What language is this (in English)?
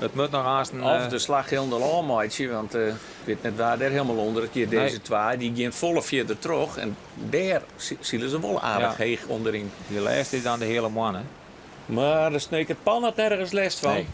Western Frisian